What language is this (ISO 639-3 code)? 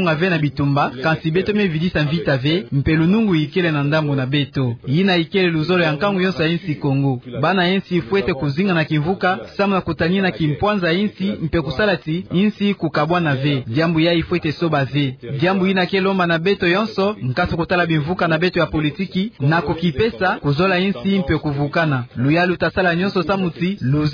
ktu